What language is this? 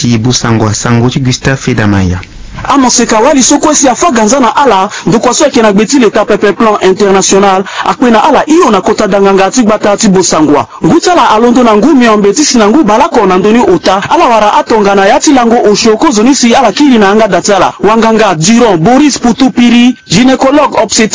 Sango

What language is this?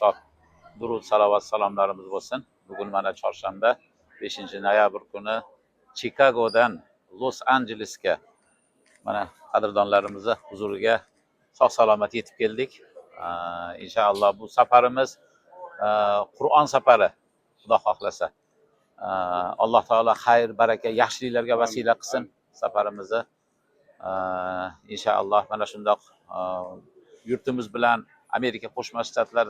Uzbek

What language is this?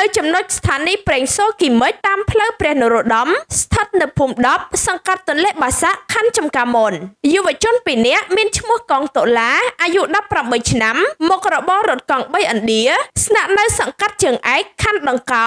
Khmer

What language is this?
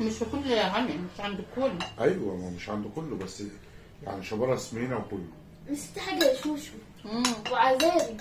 Egyptian Arabic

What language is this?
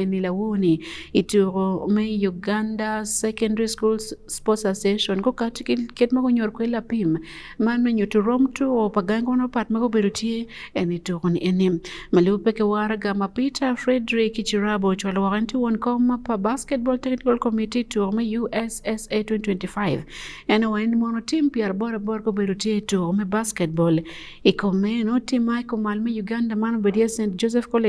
Acoli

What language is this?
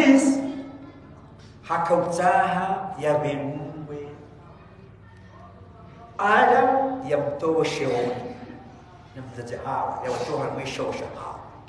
Swahili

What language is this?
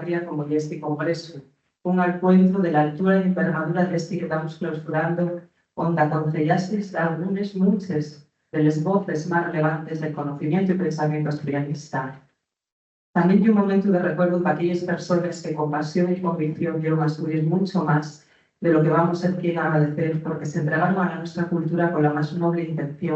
Asturian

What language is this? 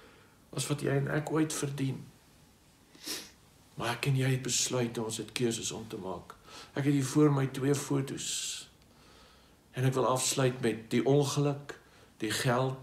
Afrikaans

